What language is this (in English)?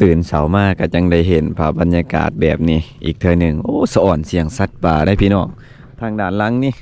Lao